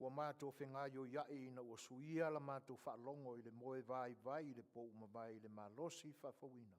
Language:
Samoan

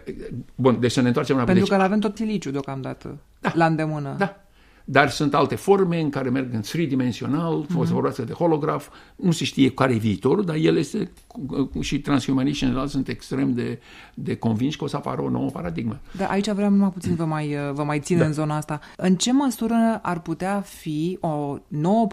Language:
Romanian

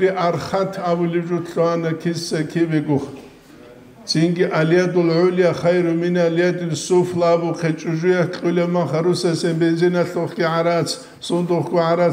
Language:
Avaric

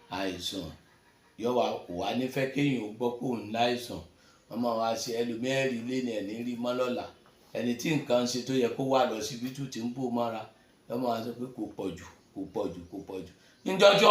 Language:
Yoruba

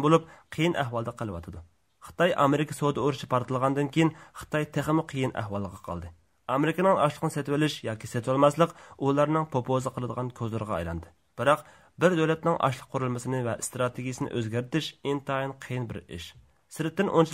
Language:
Uyghur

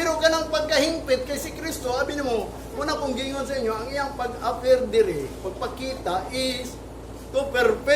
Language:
Cebuano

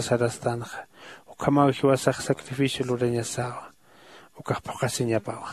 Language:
Aymara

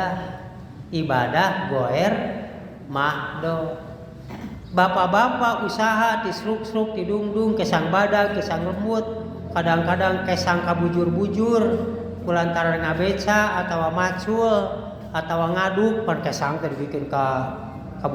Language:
Sundanese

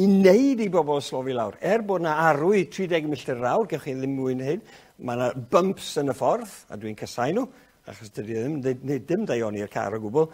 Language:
Welsh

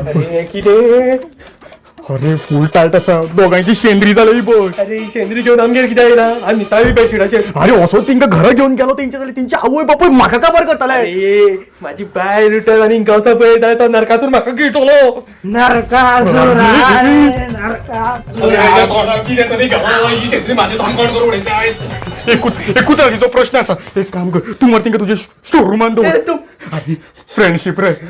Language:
Konkani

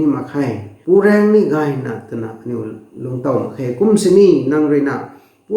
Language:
Rongmei Naga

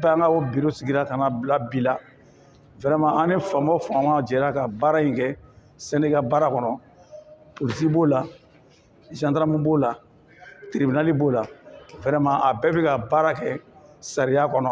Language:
Bambara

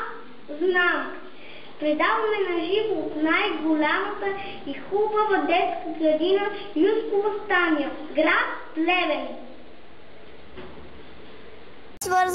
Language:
Bulgarian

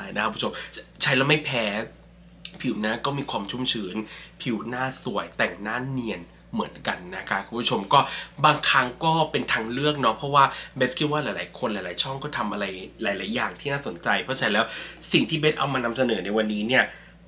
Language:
Thai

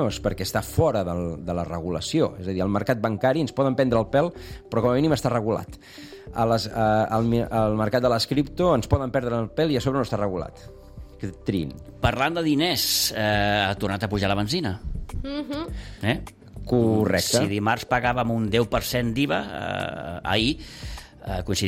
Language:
Catalan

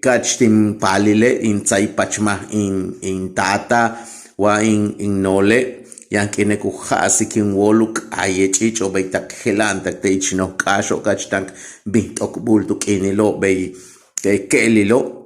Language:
Yucateco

